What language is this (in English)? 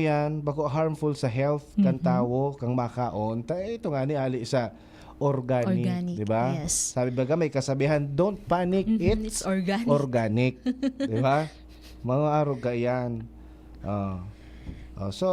Bikol